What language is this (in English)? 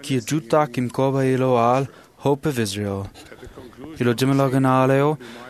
Marshallese